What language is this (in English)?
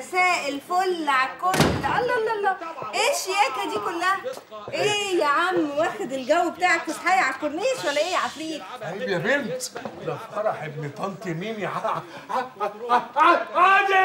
Egyptian Arabic